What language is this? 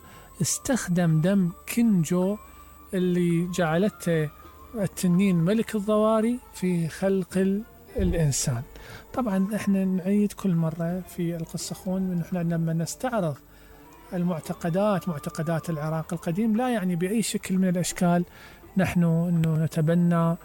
Mesopotamian Arabic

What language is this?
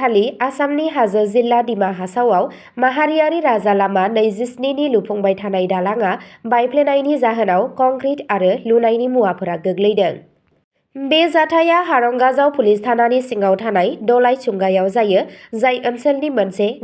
Bodo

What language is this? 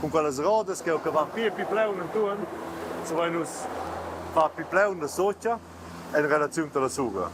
Romansh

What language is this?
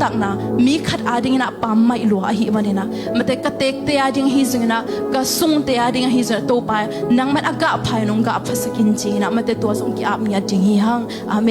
Tedim Chin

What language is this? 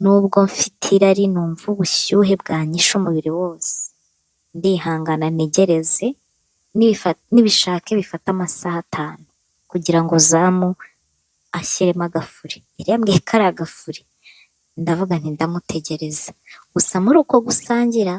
Kinyarwanda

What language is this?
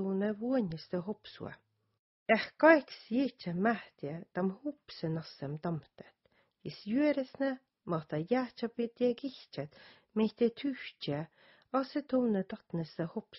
Southern Sami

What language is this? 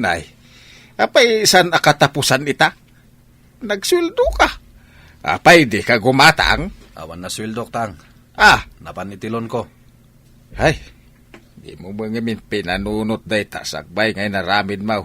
Iloko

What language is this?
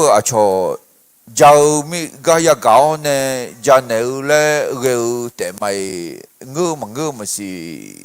Akha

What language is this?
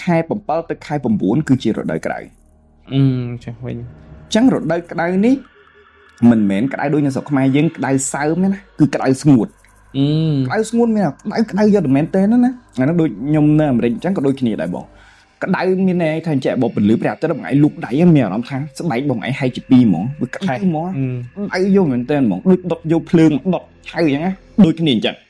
Khmer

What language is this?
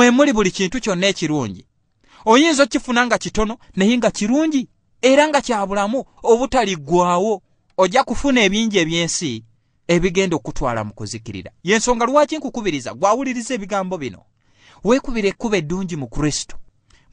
Ganda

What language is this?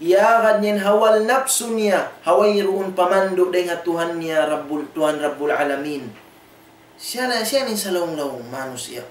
Tausug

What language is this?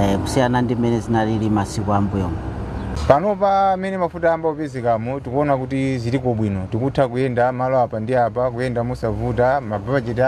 Nyanja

